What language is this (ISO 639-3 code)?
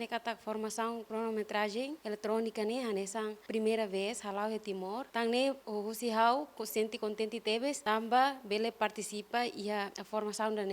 tet